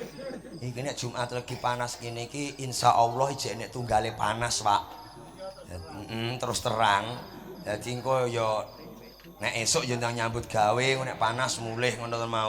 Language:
Javanese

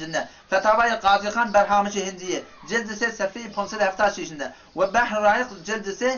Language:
Turkmen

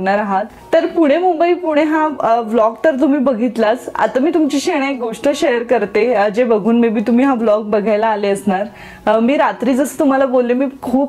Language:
Marathi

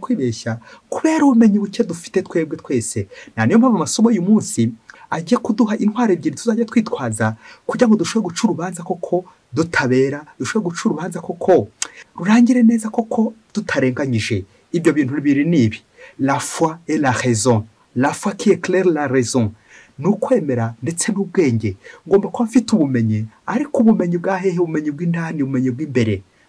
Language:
Kinyarwanda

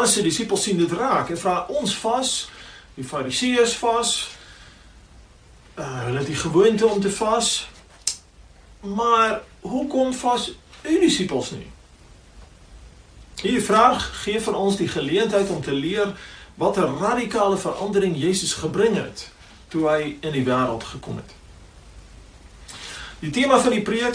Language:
Afrikaans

